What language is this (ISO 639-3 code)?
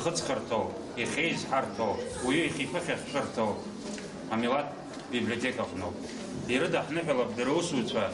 abk